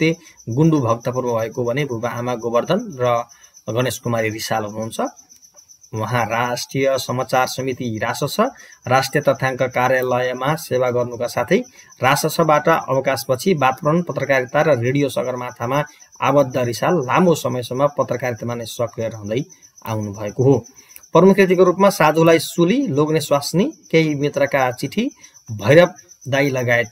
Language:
Nepali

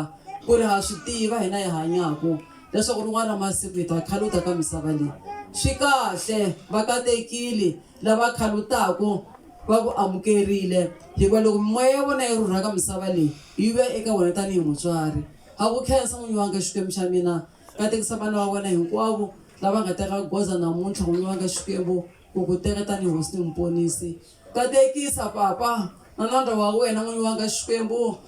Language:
Tsonga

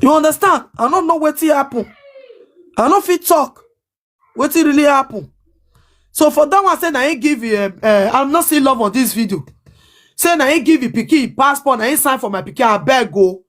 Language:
Nigerian Pidgin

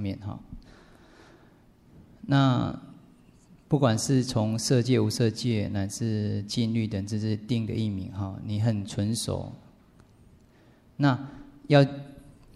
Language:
Chinese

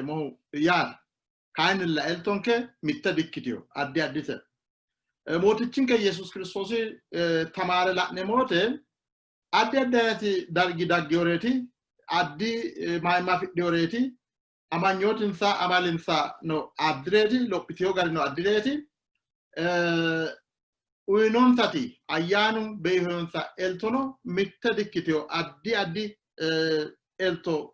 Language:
Sidamo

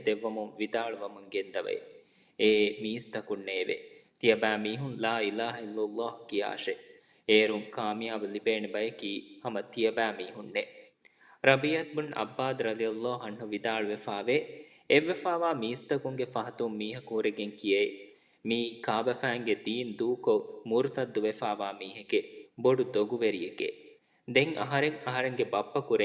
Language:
Divehi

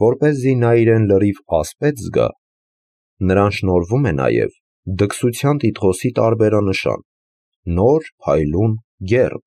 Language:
Armenian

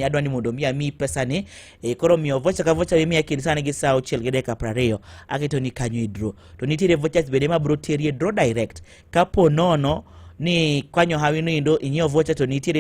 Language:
Luo (Kenya and Tanzania)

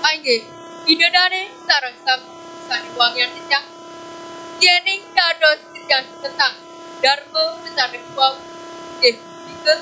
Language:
Balinese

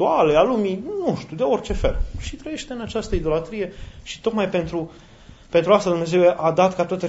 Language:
Romanian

